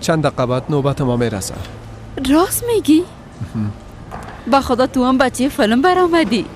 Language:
Persian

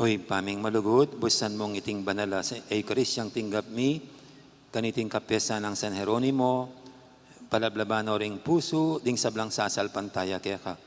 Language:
Pampanga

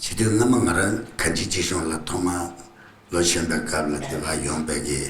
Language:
Tibetan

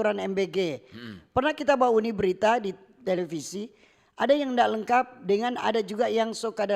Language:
Manado Malay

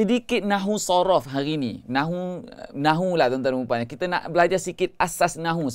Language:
Malay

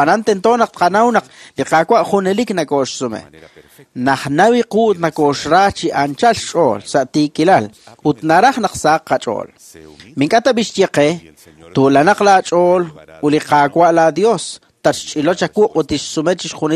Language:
Kekchí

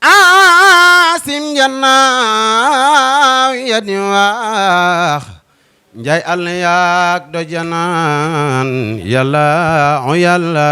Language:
Wolof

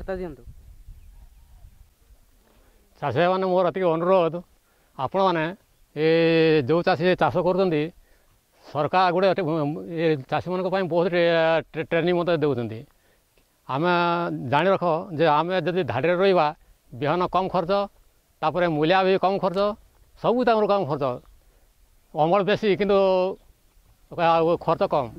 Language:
Odia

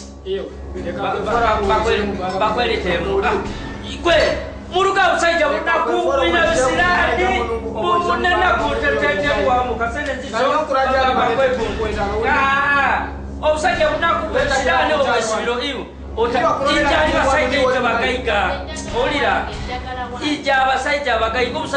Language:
Nyoro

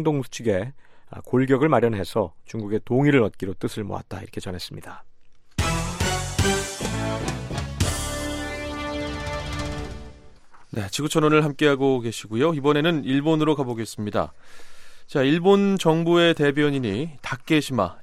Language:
Korean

